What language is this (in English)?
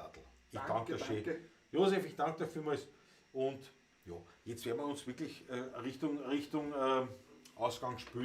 Bavarian